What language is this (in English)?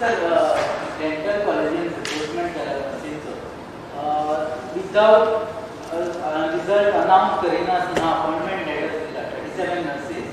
Konkani